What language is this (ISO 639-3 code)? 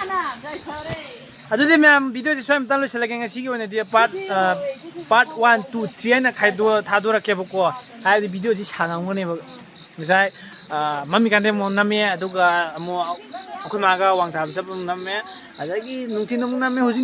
mni